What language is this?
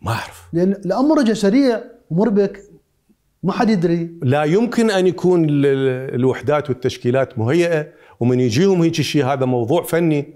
Mesopotamian Arabic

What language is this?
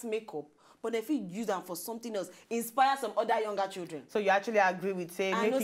Nigerian Pidgin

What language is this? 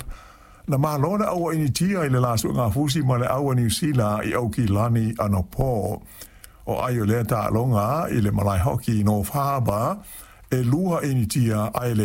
Samoan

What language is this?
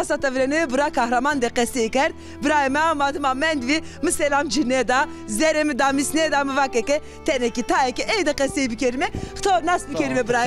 Zaza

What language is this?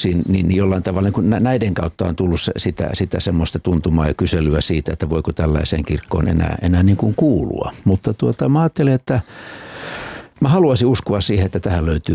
Finnish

